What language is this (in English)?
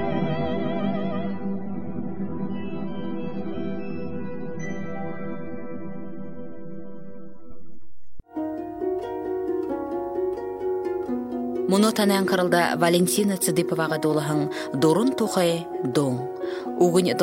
Buriat